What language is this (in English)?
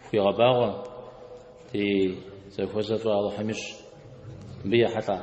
Kabardian